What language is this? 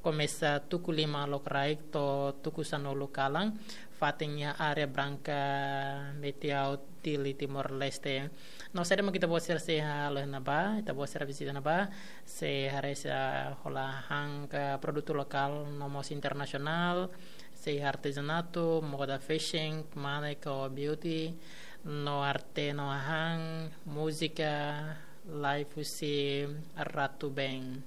Tetum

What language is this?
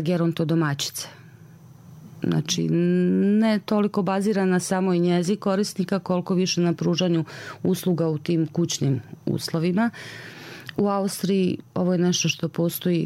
Bosnian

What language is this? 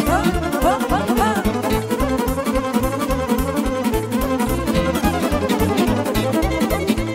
Romanian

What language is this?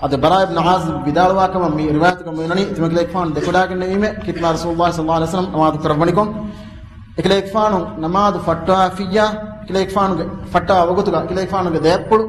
Divehi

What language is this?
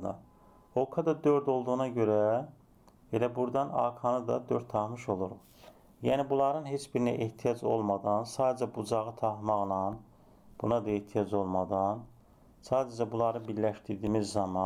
Azerbaijani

